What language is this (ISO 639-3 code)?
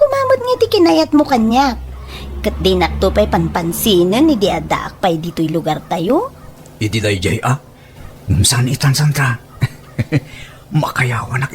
ilo